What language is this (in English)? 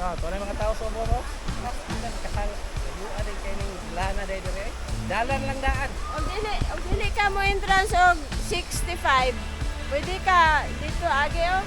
Cebuano